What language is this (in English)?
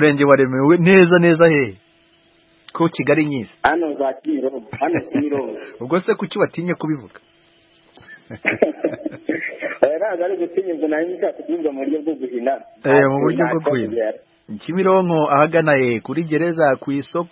Kinyarwanda